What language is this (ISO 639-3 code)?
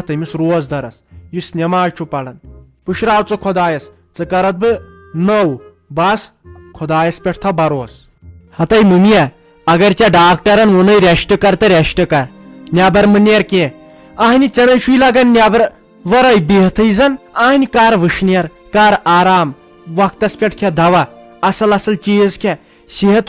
kas